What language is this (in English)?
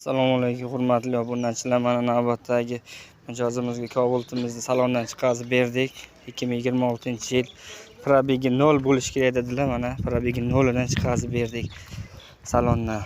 Uzbek